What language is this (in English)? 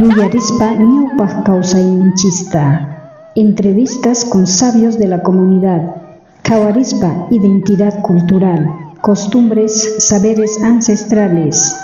South Bolivian Quechua